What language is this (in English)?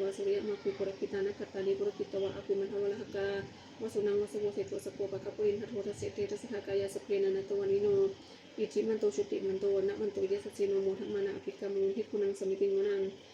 Pali